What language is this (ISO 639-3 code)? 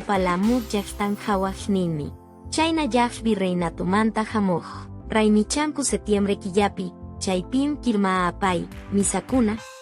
que